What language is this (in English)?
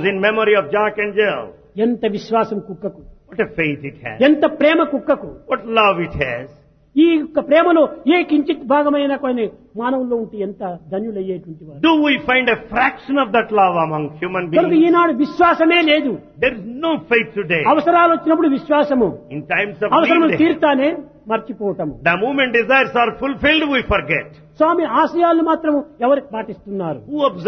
Telugu